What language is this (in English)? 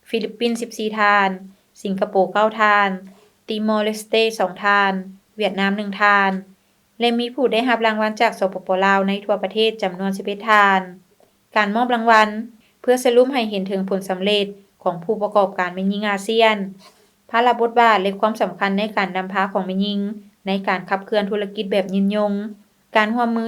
Lao